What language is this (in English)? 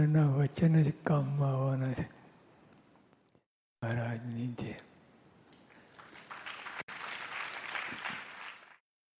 Gujarati